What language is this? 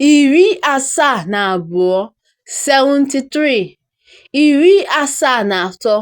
Igbo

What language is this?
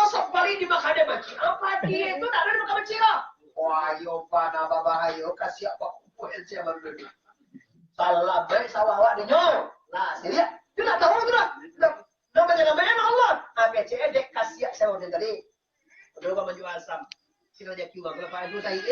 Minangkabau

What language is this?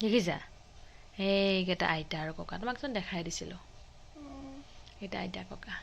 Assamese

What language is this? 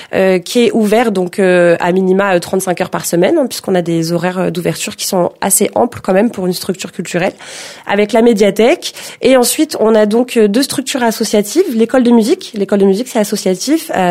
French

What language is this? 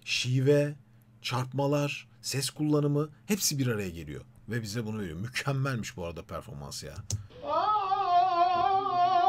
Turkish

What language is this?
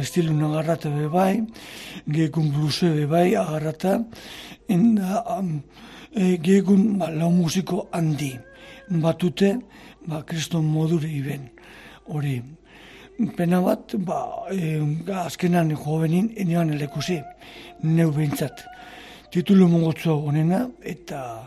Basque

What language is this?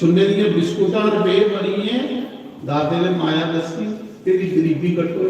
Dogri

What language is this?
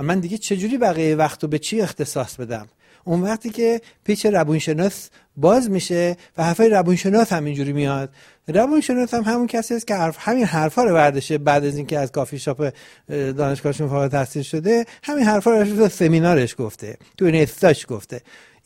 Persian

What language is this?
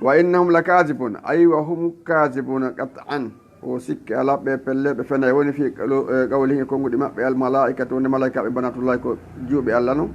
Fula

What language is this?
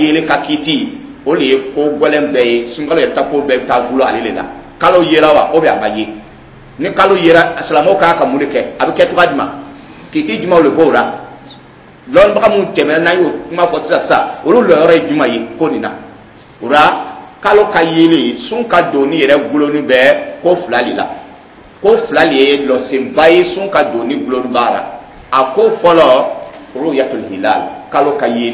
Dyula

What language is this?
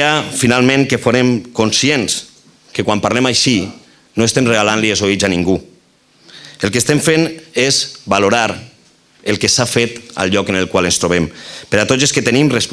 Catalan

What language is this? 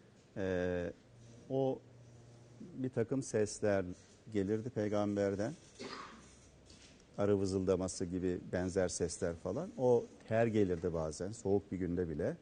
Turkish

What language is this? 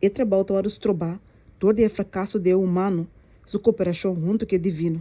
Papiamento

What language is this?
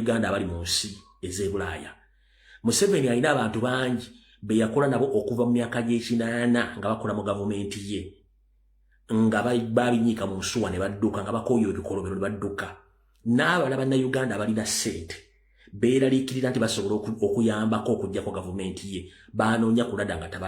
Ganda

